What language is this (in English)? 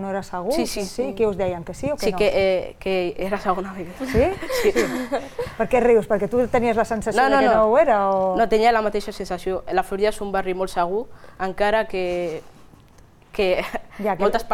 Catalan